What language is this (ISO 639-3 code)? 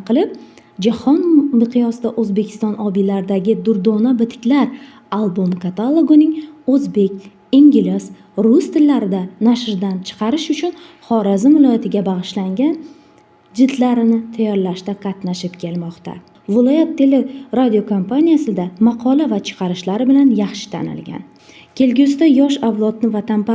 uzb